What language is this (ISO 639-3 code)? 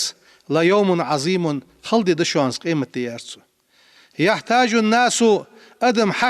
inh